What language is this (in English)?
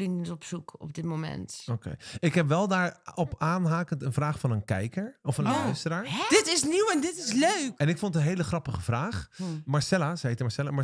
Dutch